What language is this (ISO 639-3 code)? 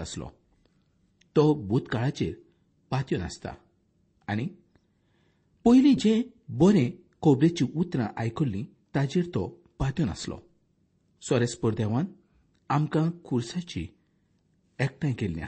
kok